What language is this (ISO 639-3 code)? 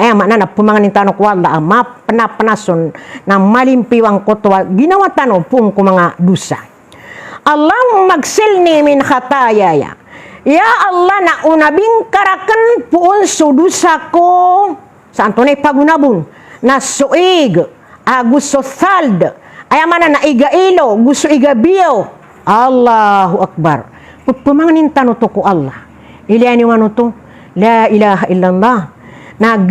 mrw